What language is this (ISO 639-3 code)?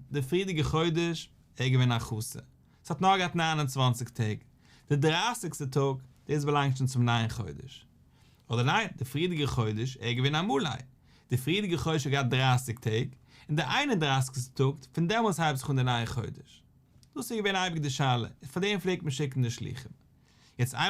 yid